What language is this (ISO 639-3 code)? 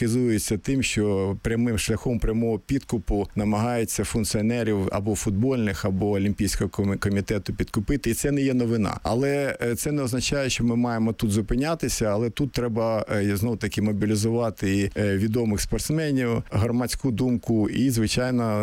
ukr